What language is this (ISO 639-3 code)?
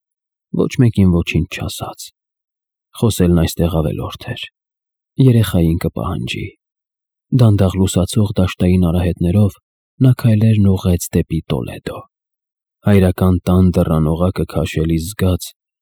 hye